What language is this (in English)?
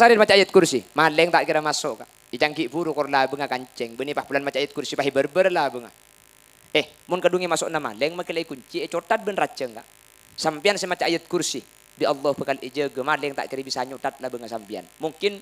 Madurese